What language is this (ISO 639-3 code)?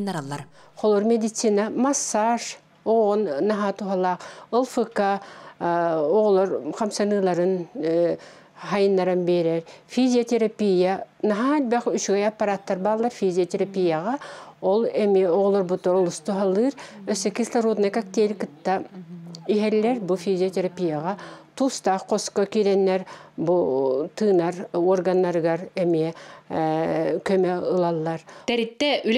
sah